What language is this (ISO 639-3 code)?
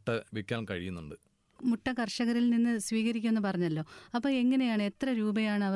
mal